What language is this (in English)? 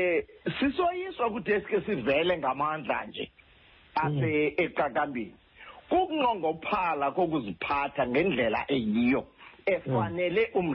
Xhosa